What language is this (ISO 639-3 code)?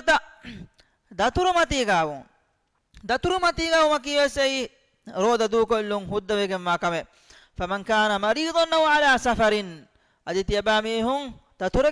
div